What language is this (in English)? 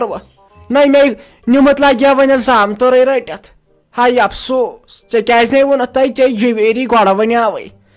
Kashmiri